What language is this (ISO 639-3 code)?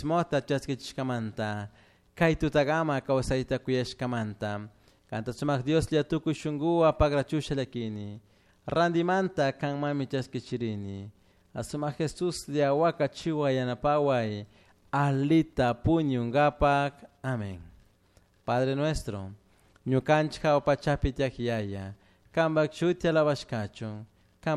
qug